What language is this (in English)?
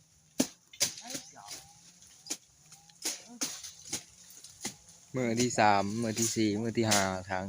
Lao